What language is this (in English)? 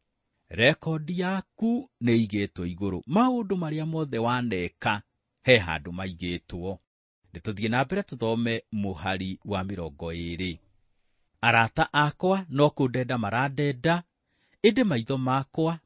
Kikuyu